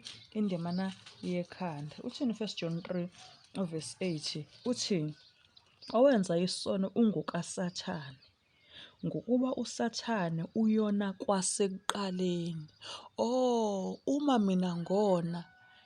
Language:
Zulu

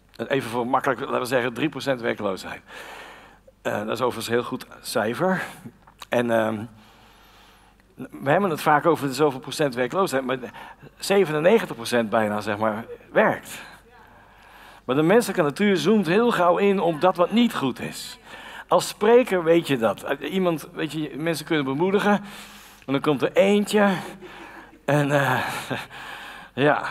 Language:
Dutch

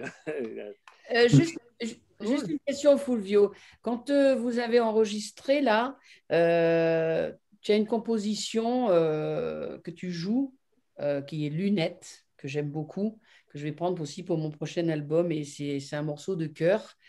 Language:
French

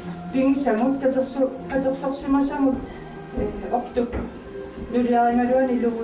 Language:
Kalaallisut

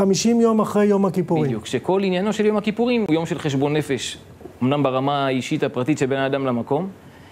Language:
Hebrew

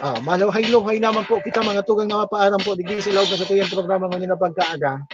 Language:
Bikol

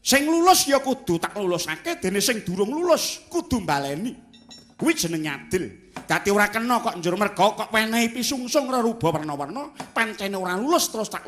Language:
Javanese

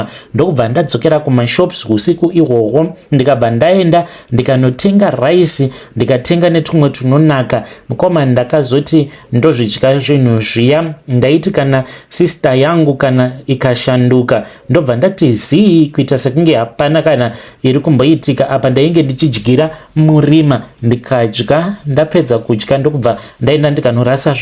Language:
Shona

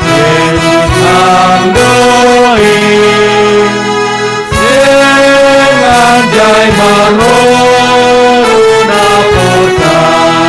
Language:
Batak Simalungun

